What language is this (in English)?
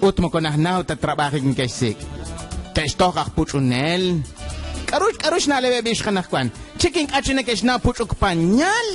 Kekchí